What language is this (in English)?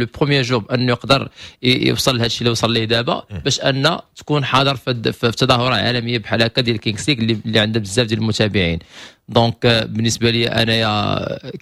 Moroccan Arabic